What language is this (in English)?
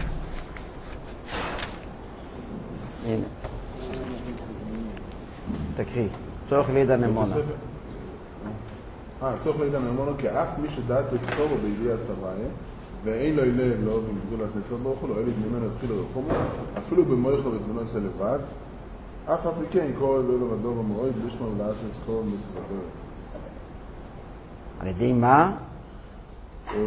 Hebrew